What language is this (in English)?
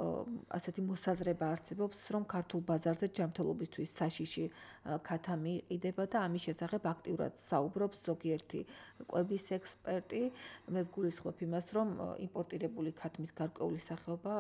Georgian